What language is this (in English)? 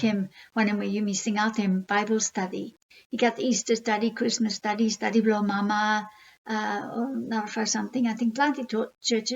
Bislama